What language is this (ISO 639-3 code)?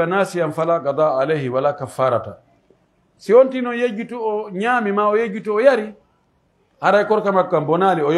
fuf